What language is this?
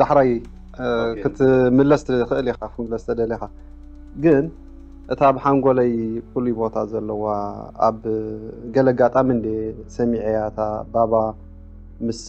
Tigrinya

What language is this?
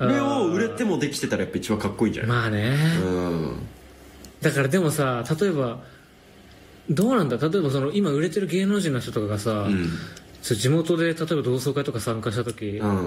Japanese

